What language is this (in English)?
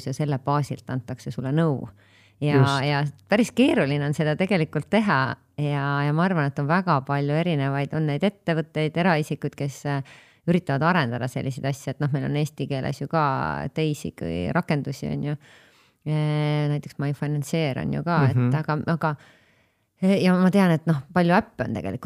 Estonian